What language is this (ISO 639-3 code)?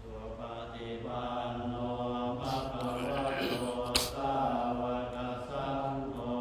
pli